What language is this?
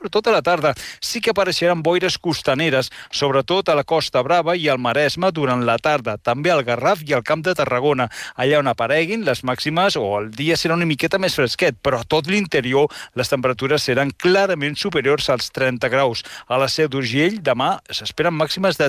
Catalan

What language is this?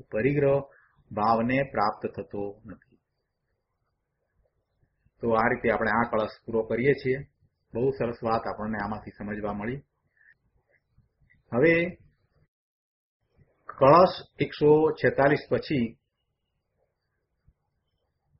Gujarati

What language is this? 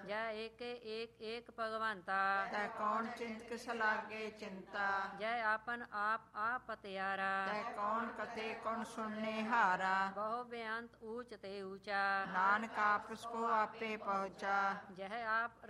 Punjabi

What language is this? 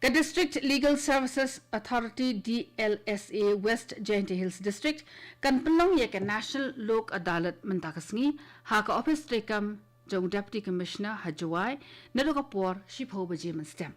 Khasi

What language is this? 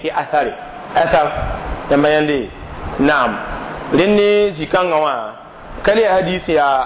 Mossi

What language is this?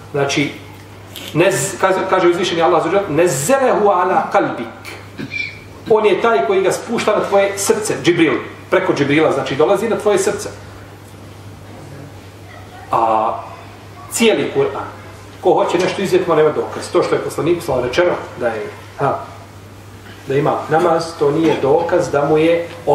Bosnian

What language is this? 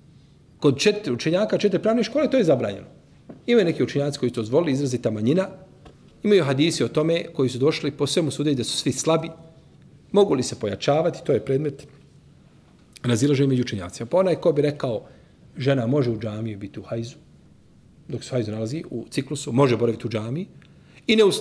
Bosnian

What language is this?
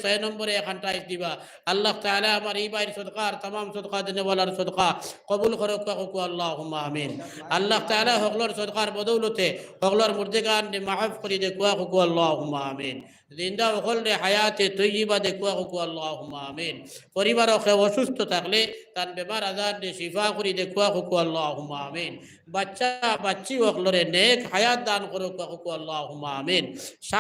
Sylheti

